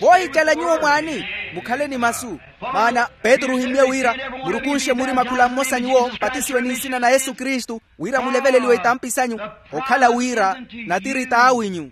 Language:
Makhuwa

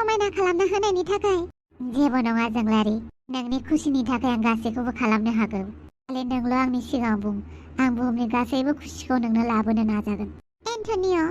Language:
Bodo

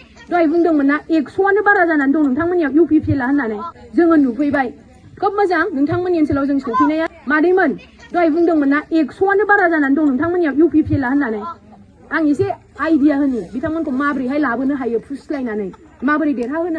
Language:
Bodo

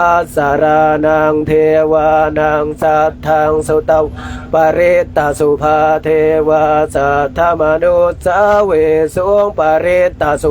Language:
Pali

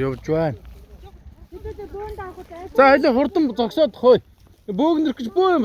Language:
Mongolian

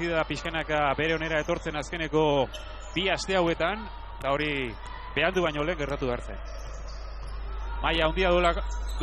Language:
Basque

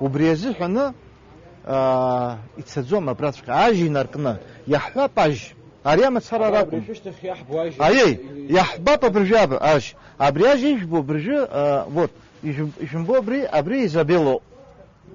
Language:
Abkhazian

